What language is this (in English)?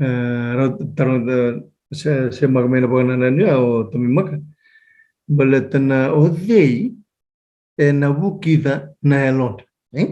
Fijian